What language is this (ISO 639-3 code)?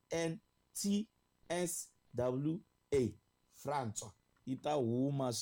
tso